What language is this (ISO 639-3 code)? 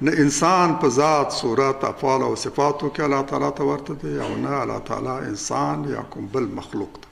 pus